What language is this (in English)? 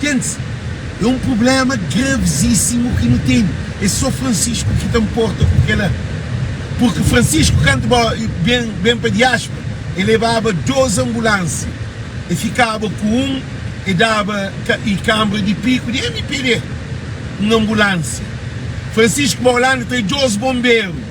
Kabuverdianu